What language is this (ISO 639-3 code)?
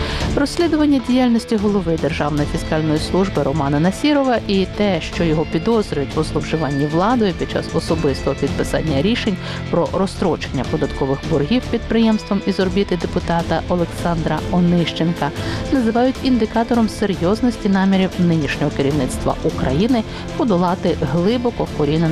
ukr